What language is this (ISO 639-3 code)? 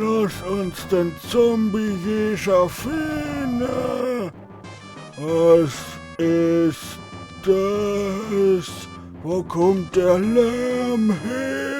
pfl